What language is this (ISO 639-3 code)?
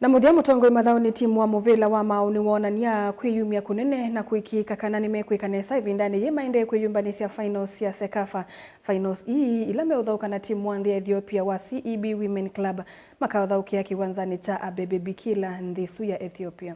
kam